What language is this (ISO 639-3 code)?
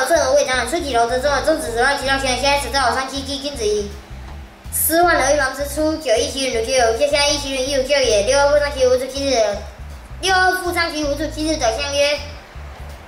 lzh